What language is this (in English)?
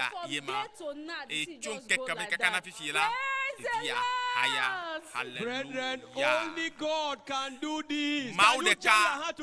Ewe